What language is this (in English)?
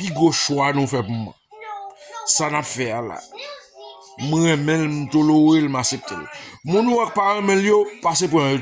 Haitian Creole